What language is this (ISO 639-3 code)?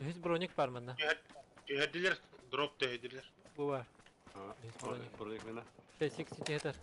sah